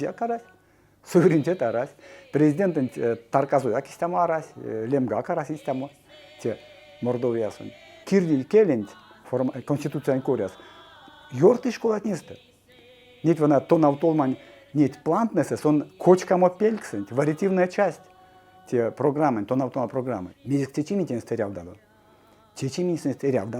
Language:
Erzya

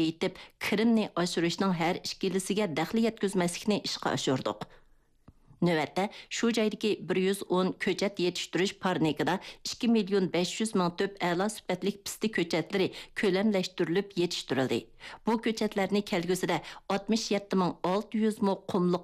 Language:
Uyghur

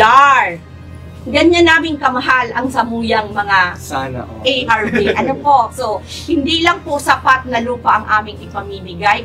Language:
Bikol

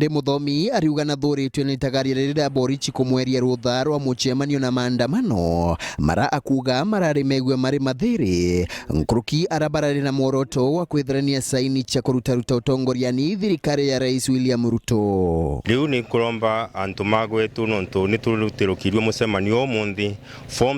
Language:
Meru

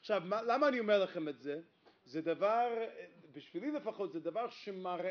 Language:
Hebrew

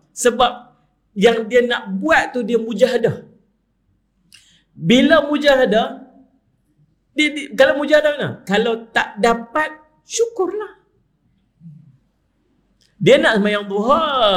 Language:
Malay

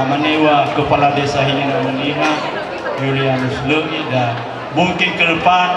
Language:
Nias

